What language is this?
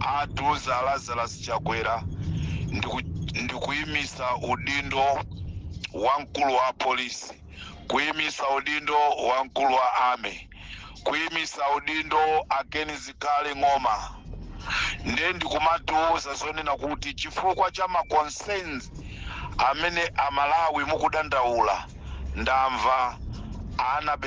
Nyanja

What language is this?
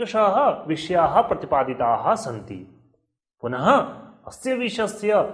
Sanskrit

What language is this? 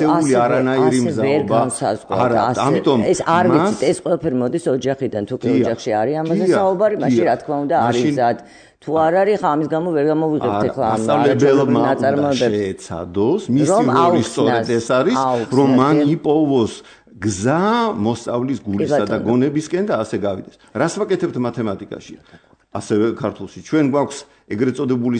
Georgian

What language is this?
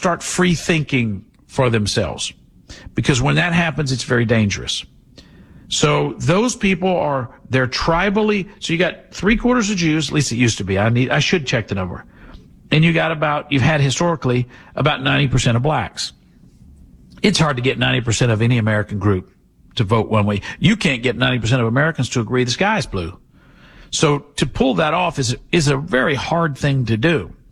English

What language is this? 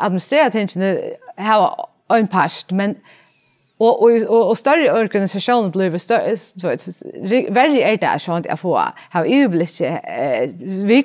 Faroese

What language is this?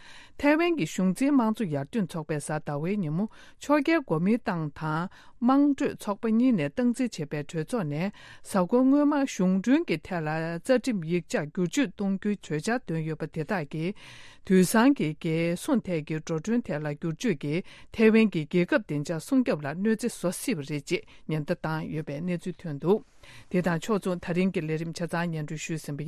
Tibetan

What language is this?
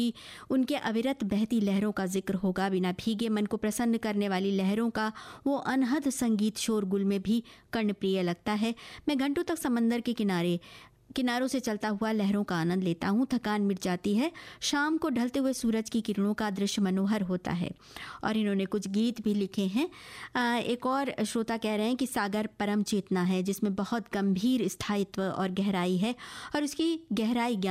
Hindi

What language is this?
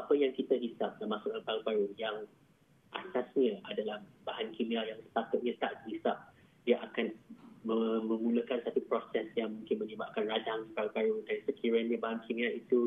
Malay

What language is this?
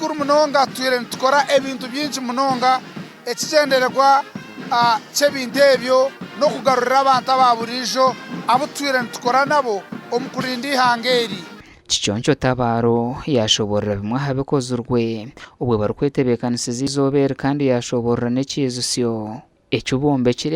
Nyankole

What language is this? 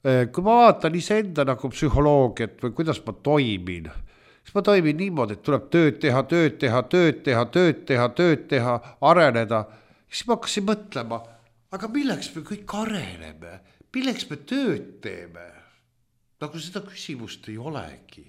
Estonian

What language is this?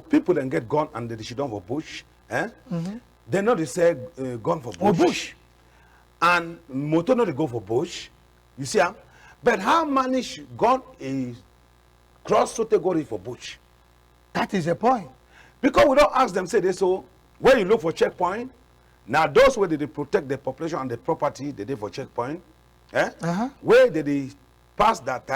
Cameroon Pidgin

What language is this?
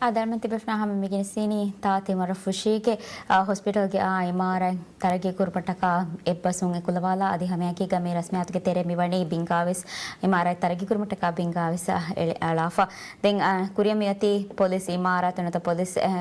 Divehi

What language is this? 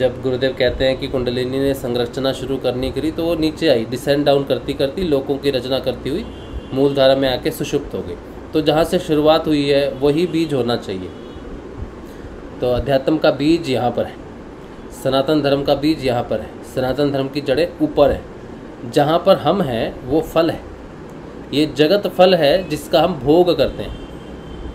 Hindi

